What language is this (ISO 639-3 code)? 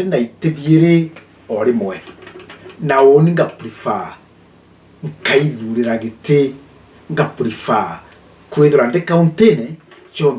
mer